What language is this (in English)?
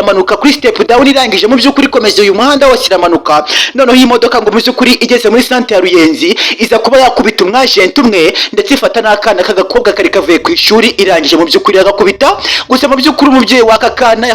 Kinyarwanda